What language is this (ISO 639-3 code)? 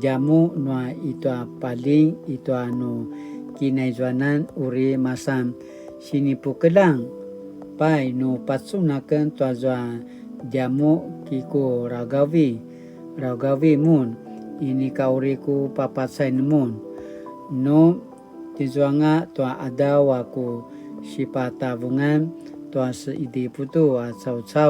pwn